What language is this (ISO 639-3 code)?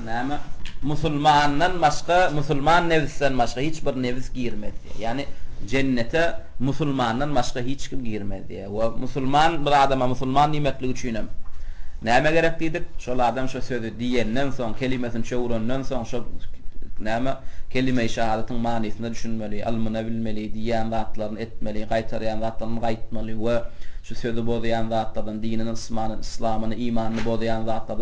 tuk